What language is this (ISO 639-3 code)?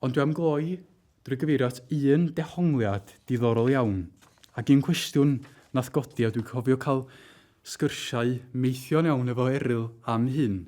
cym